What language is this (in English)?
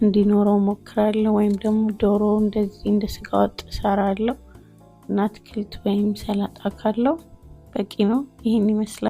Amharic